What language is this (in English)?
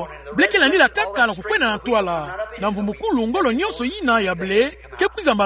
Kituba (Democratic Republic of Congo)